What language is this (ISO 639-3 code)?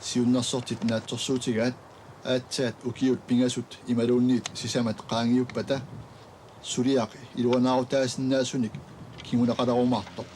kal